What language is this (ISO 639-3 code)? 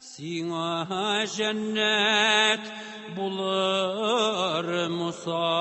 tat